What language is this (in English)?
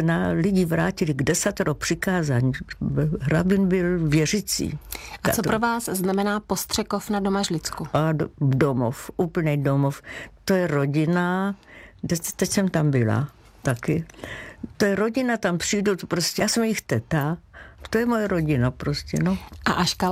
Czech